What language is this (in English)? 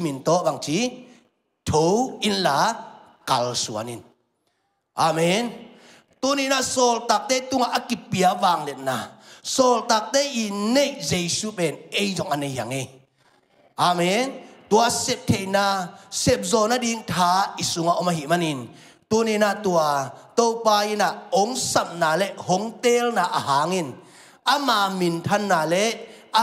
Tedim Chin